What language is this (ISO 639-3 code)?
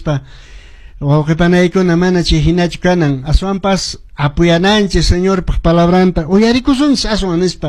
que